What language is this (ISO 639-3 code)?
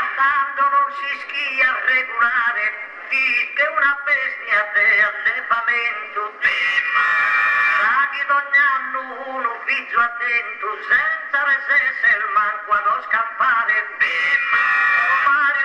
ita